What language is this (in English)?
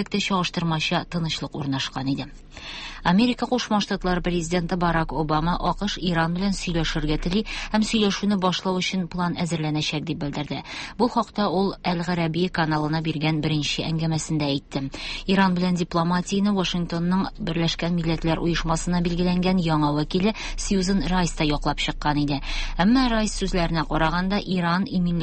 Tatar